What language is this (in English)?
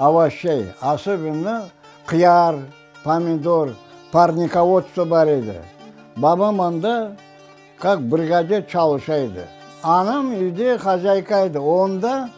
Crimean Tatar